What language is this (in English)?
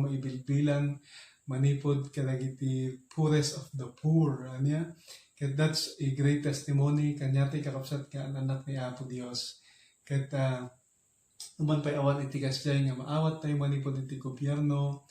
Iloko